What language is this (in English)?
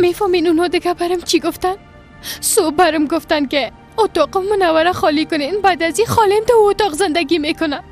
Persian